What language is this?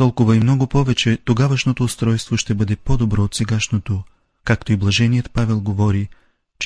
Bulgarian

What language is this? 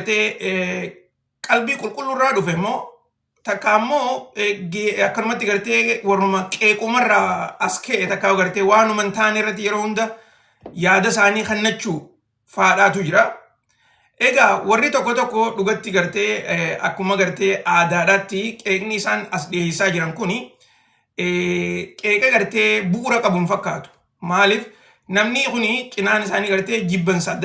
Oromo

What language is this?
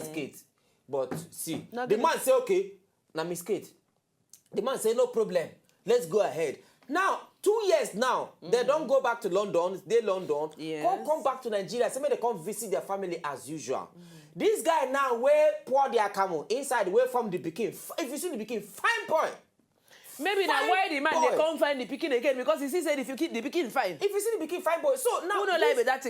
Nigerian Pidgin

